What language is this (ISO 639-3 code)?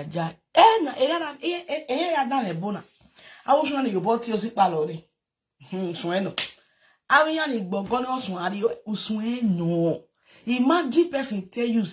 pcm